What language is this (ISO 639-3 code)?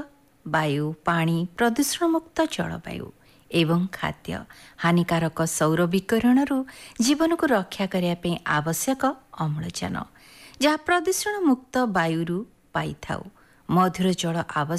ori